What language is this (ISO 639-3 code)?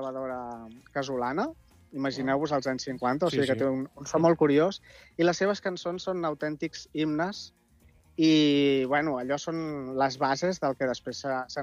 cat